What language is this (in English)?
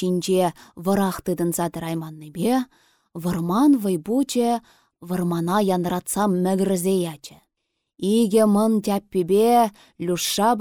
Chuvash